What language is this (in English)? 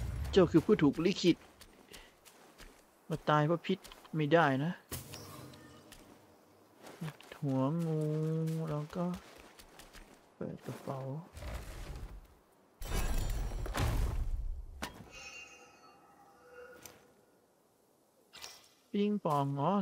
Thai